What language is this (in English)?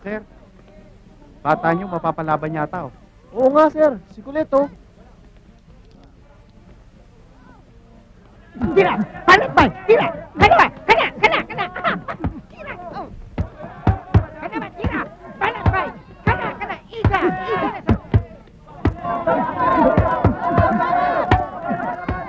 Filipino